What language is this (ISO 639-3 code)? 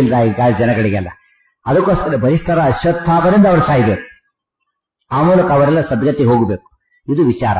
kan